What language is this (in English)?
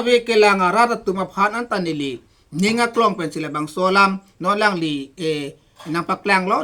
Karbi